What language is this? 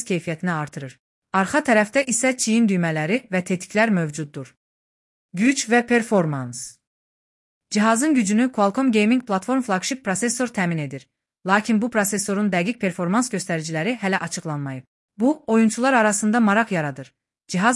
Azerbaijani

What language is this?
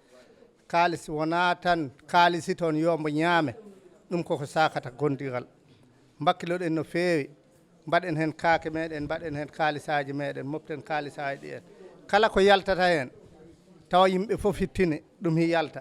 Fula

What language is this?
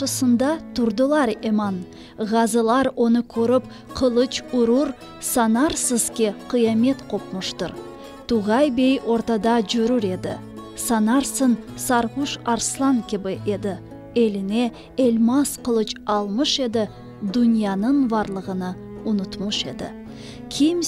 Crimean Tatar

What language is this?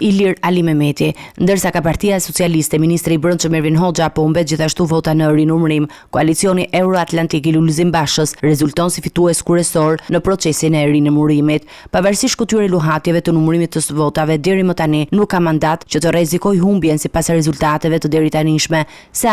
Albanian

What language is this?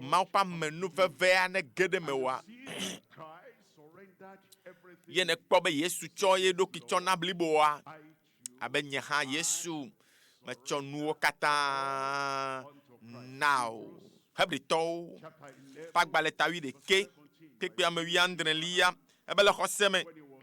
Ewe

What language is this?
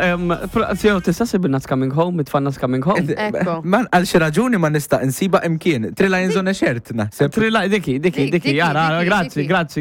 Maltese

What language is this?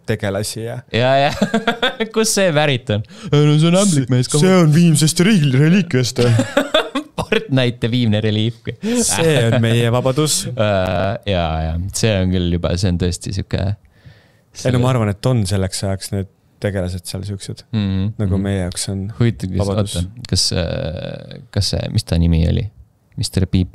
Estonian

